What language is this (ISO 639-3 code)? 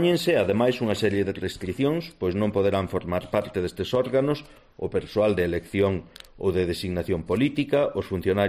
glg